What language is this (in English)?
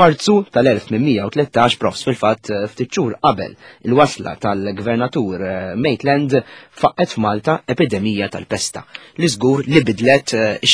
Maltese